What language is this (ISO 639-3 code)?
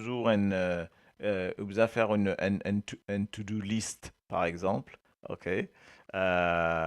mfe